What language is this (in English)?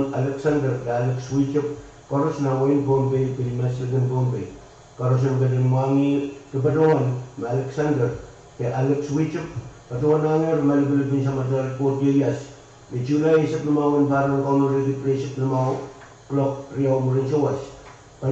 Pohnpeian